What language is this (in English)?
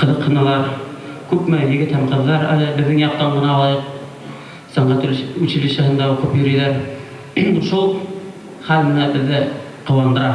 Bashkir